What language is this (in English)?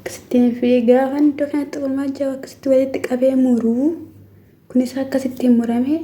Oromo